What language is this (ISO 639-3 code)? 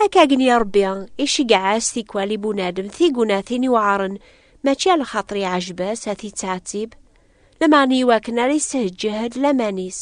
kab